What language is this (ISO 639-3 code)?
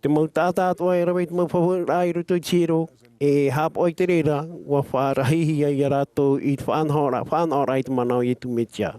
tah